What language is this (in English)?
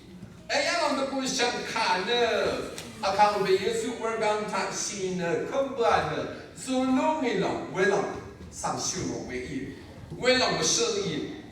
Rawang